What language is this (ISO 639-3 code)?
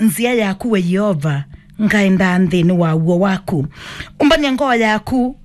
kam